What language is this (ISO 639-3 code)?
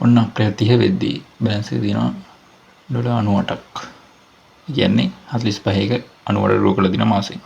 sin